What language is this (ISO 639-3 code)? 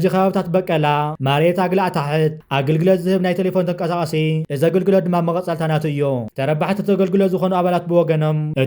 tir